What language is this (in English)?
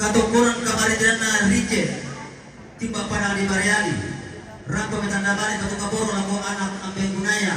Toraja-Sa'dan